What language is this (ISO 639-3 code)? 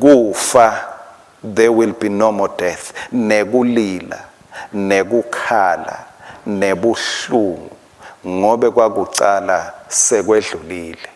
ssw